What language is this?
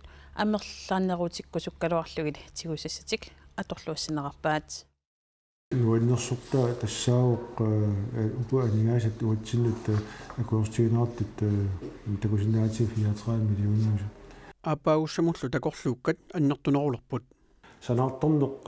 Kalaallisut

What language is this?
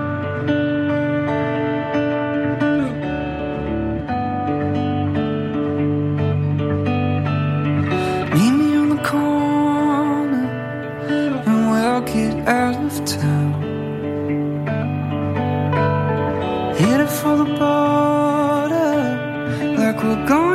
English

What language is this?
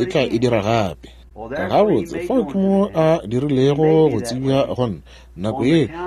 Northern Sotho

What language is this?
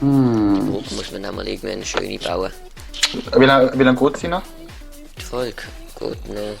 Swiss German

